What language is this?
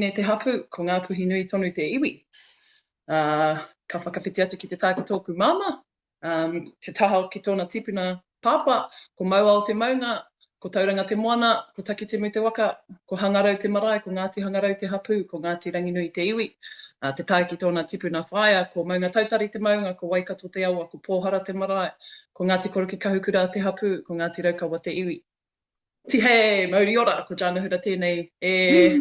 Māori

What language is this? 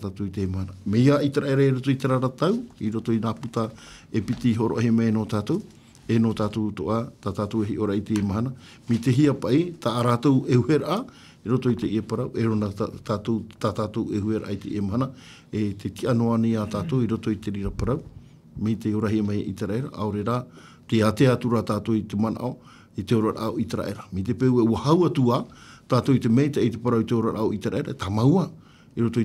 Tahitian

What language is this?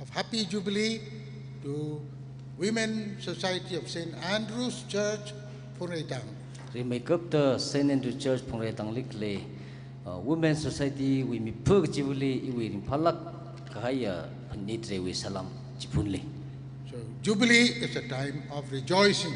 Tangkhul Naga (India)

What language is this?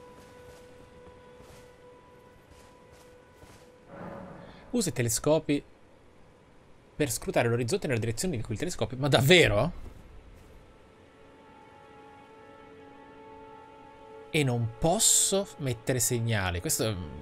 Italian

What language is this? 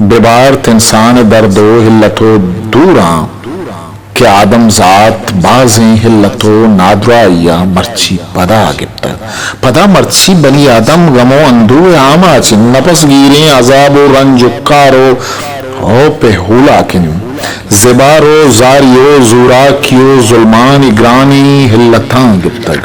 Eastern Balochi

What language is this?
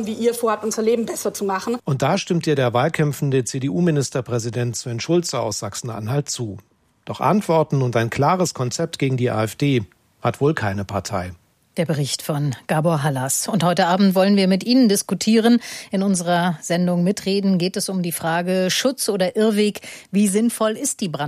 German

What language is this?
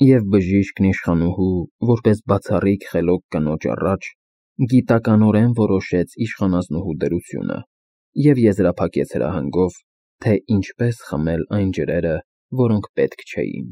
Armenian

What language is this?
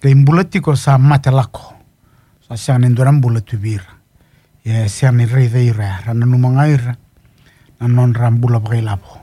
Fijian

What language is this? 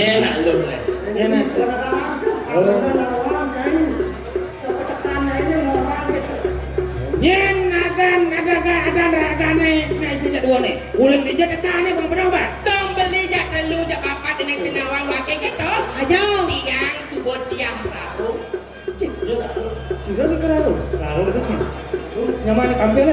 Balinese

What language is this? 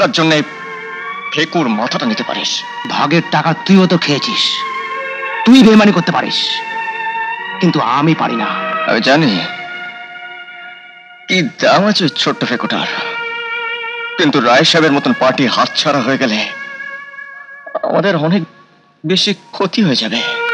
Bangla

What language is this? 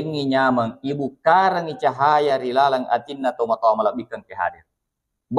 Buginese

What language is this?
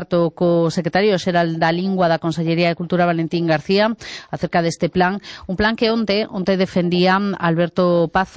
Galician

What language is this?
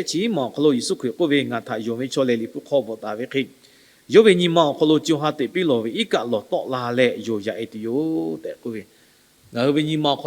Lahu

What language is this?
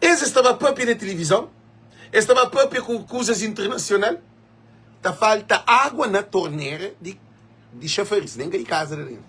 Kabuverdianu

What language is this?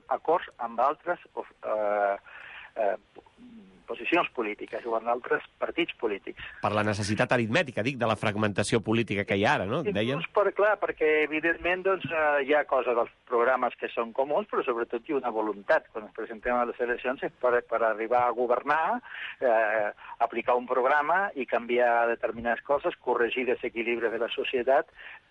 Catalan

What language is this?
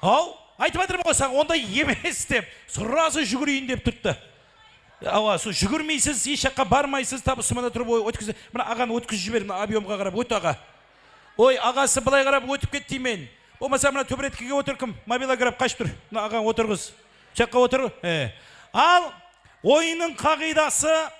Kara-Kalpak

